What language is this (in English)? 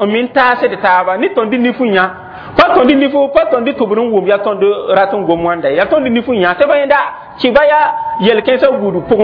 Mossi